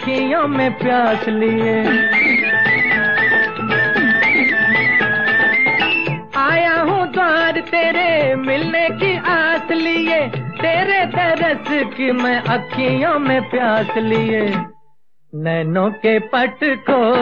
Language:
Hindi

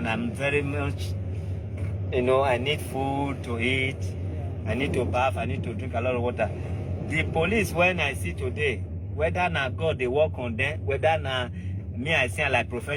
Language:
Nigerian Pidgin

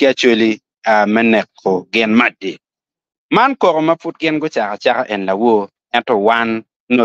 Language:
Acoli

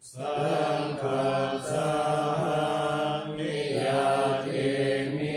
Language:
Pali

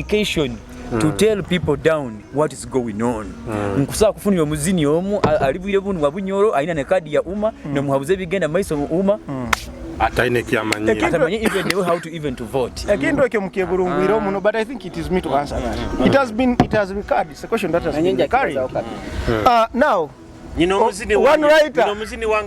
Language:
Nyoro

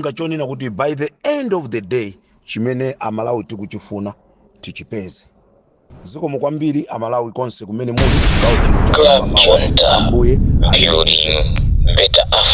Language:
Nyanja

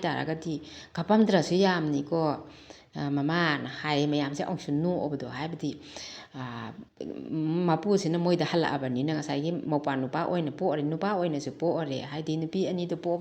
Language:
Manipuri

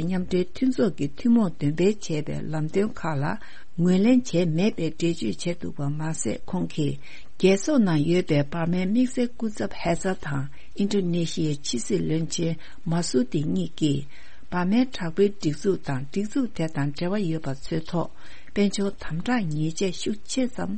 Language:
Tibetan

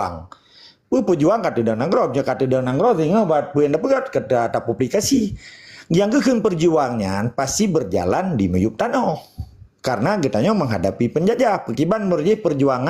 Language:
Achinese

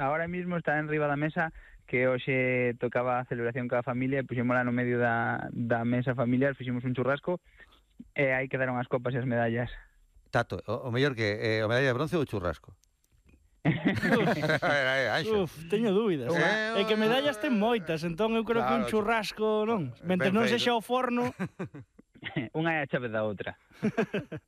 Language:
Galician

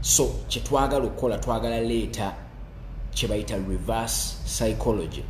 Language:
Ganda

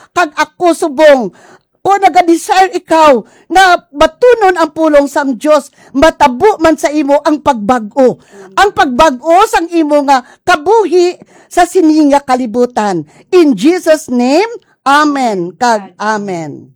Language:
Hiligaynon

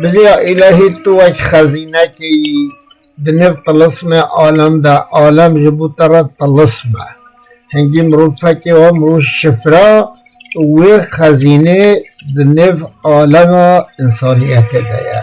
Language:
Kurdish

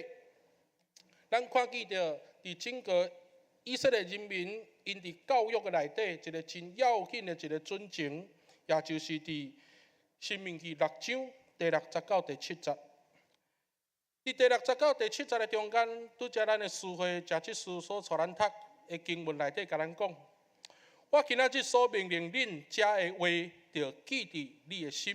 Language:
Min Nan Chinese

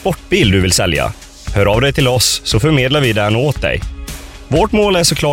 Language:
Swedish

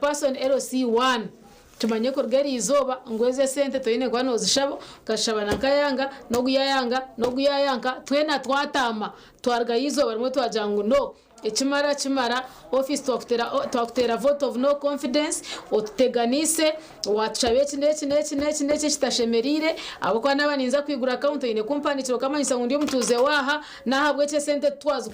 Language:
Nyankole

